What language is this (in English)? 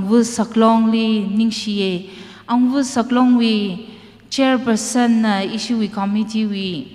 Tangkhul Naga (India)